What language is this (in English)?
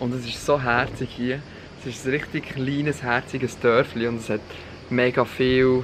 Swiss German